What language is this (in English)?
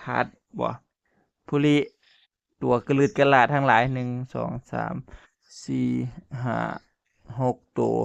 Northeastern Thai